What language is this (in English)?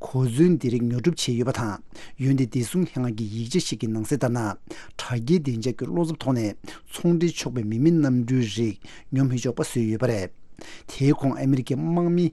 Tibetan